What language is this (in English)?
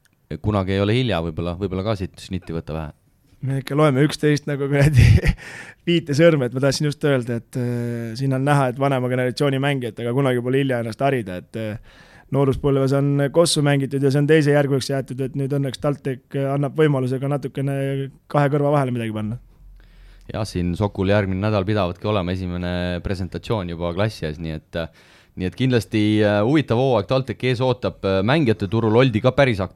Estonian